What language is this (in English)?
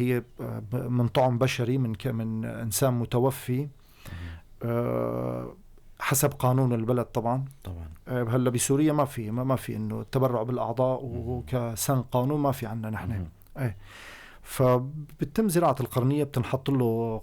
North Levantine Arabic